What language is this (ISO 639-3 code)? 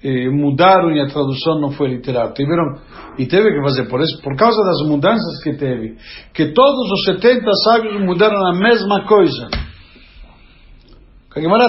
por